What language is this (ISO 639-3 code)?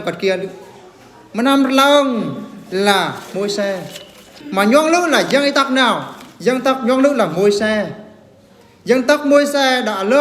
bru